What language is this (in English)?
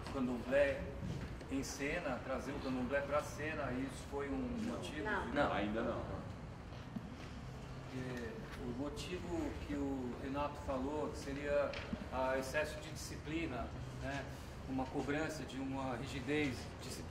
Portuguese